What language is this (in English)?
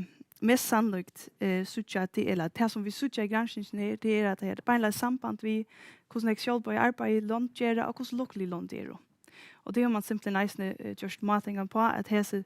Faroese